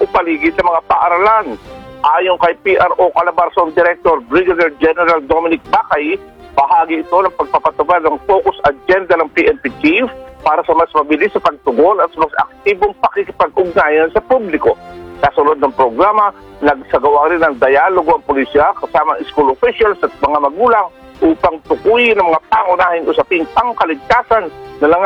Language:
Filipino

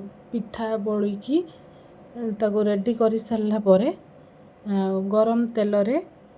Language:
Odia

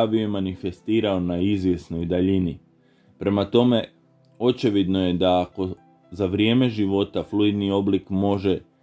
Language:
Croatian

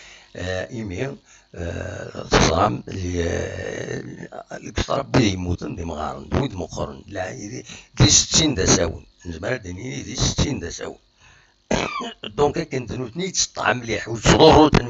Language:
Kabyle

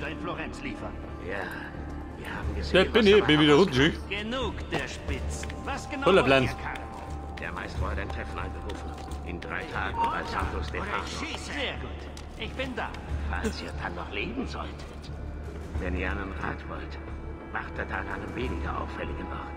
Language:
Bavarian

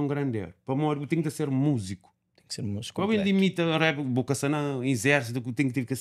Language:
Kabuverdianu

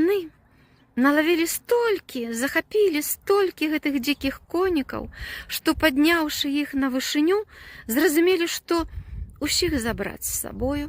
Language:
Belarusian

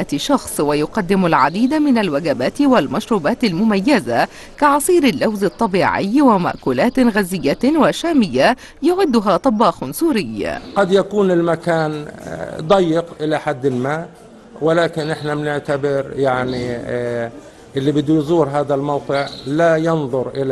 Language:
Arabic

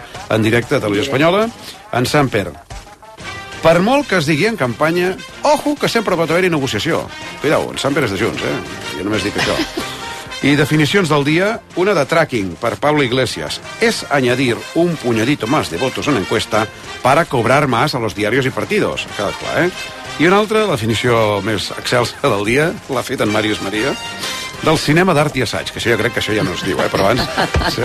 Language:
Catalan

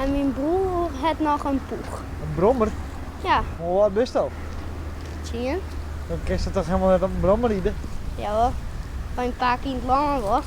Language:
Western Frisian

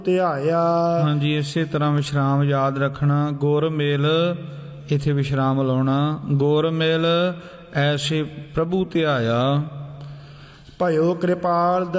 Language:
Punjabi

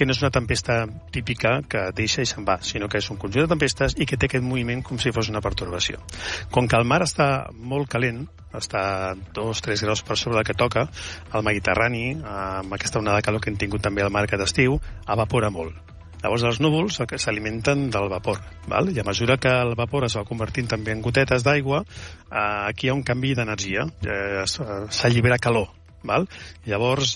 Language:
Catalan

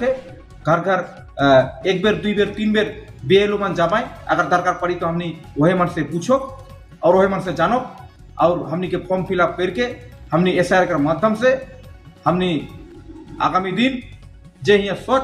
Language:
Sadri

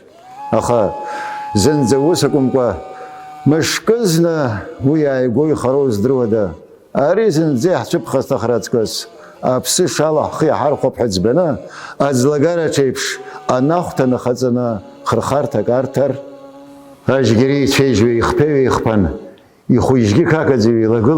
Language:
Abkhazian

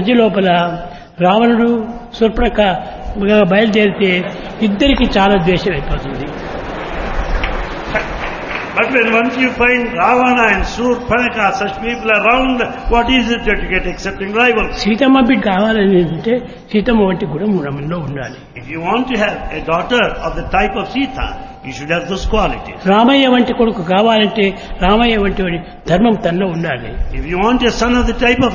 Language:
Telugu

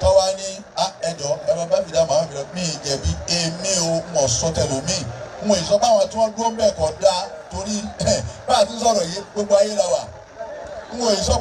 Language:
Yoruba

